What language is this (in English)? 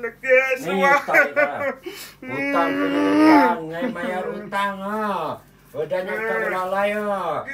Iban